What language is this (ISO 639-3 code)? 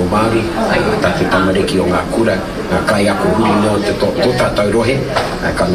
mri